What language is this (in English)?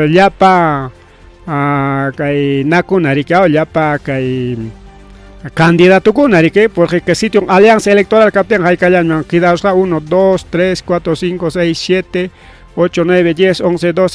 Ayacucho Quechua